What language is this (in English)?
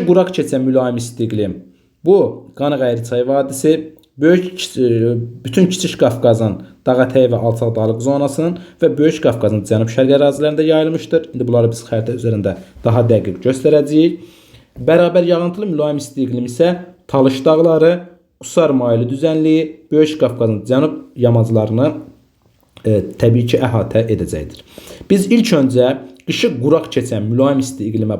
Azerbaijani